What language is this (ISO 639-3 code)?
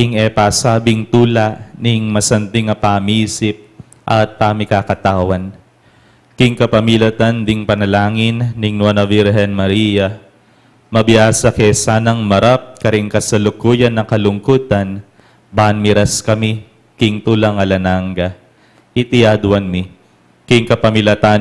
pam